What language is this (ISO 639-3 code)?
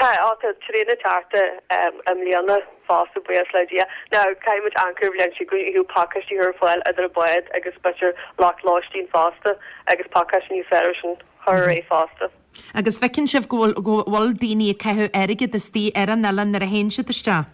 gle